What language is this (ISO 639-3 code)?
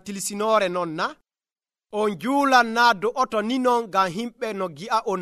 fuv